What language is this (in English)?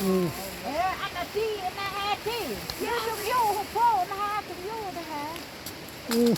Central Mnong